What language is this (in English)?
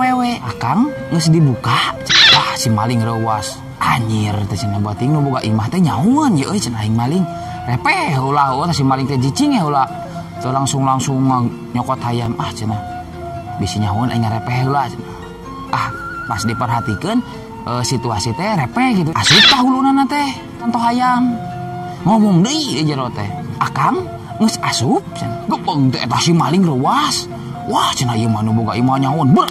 Sundanese